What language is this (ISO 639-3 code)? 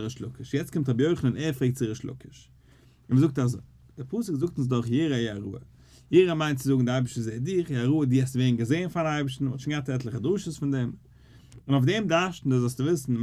yid